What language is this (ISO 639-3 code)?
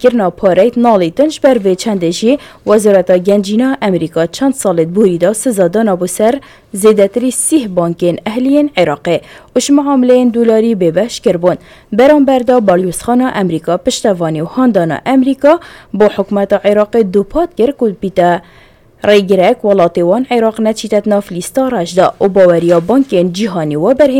kur